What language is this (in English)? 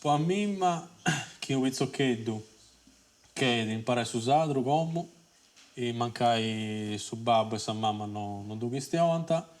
Sardinian